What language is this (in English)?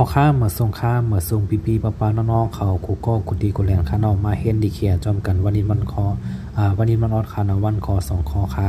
Shan